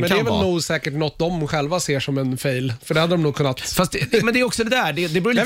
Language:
Swedish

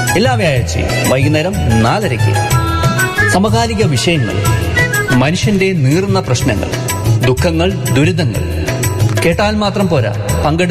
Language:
Malayalam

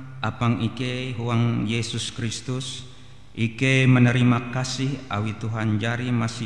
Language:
Ngaju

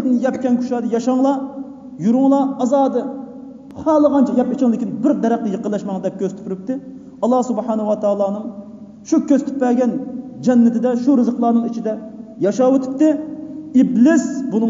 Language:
Uyghur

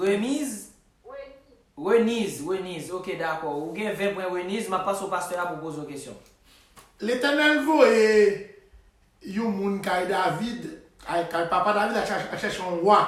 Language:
Haitian Creole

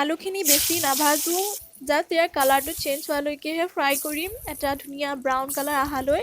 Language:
Assamese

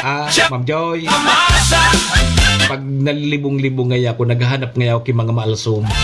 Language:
Bikol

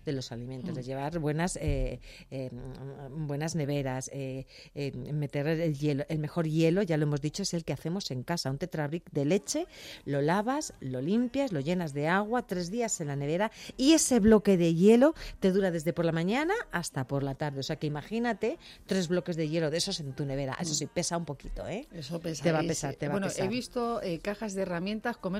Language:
Spanish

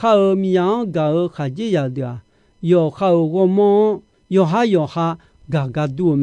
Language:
Akha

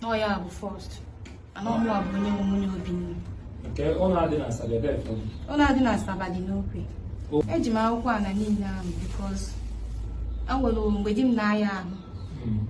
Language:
Igbo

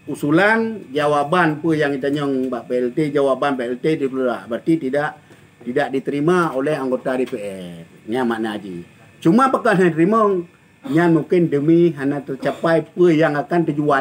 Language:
Achinese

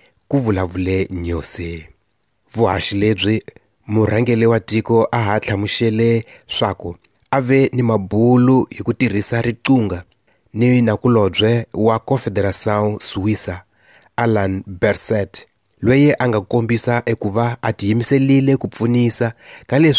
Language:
Tsonga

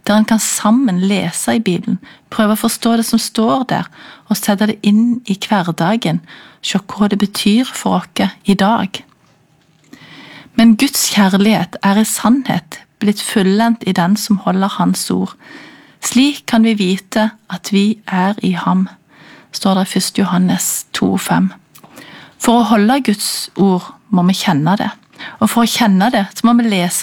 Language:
Norwegian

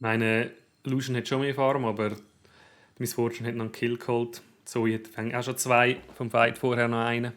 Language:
Swiss German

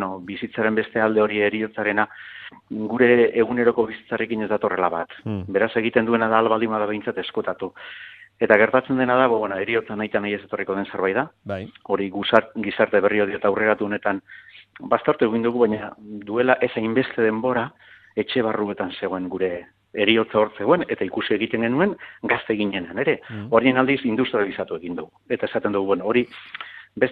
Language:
Basque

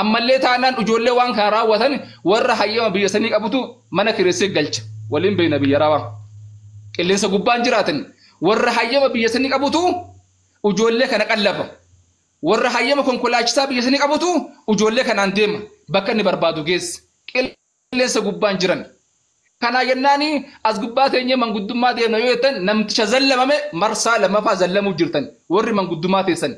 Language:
Oromo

